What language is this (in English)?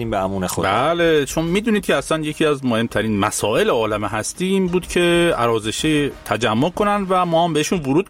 Persian